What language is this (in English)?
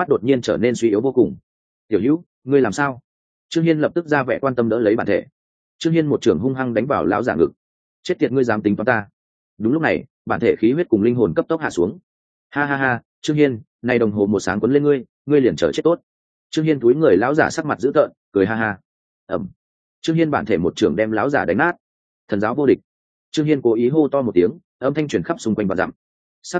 Vietnamese